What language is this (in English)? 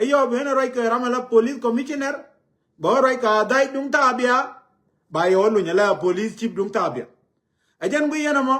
Nuer